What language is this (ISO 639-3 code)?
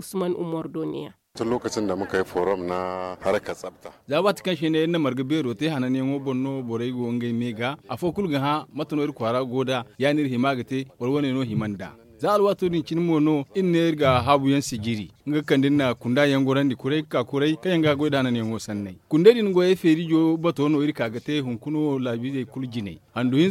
dje